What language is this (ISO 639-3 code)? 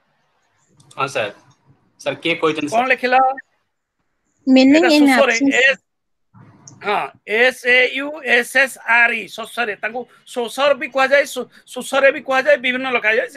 ori